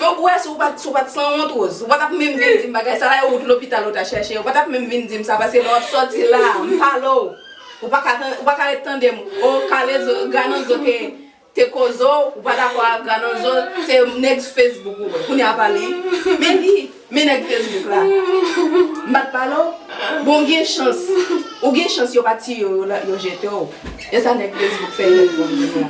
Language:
Haitian Creole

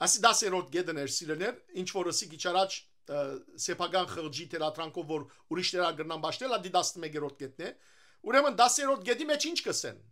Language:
Western Armenian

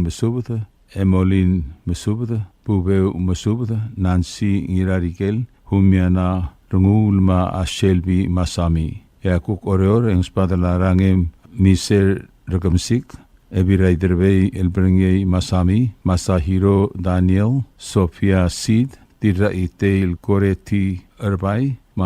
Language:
Palauan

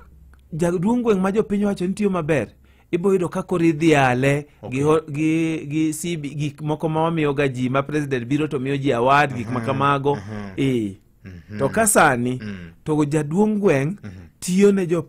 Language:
Luo (Kenya and Tanzania)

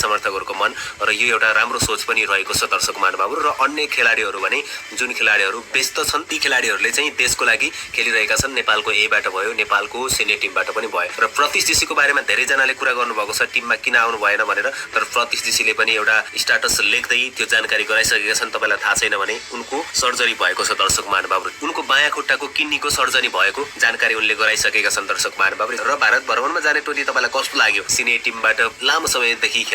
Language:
Nepali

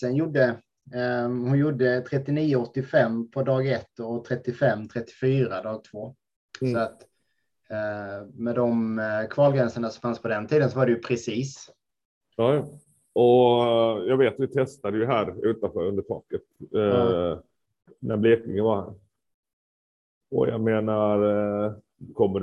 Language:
Swedish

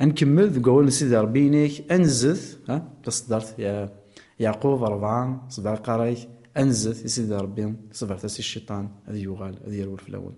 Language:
Kabyle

